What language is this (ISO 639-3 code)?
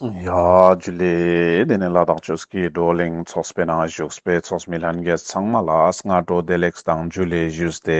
lbj